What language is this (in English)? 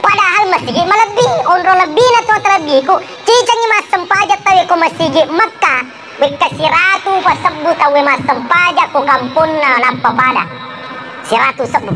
Buginese